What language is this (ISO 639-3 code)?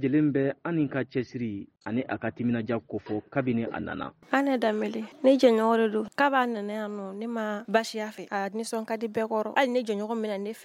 bam